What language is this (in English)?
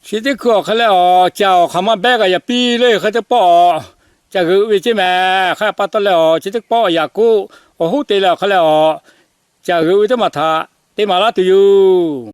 Lahu